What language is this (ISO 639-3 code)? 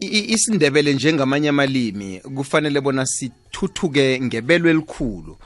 nbl